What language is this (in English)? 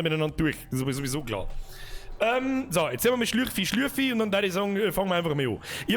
Bavarian